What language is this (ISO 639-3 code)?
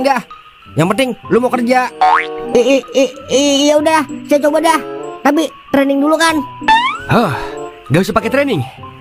bew